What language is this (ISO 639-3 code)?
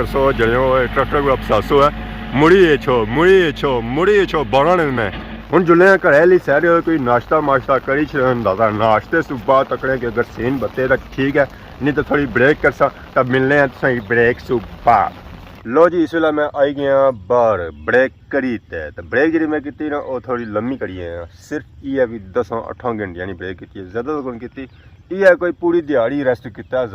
phr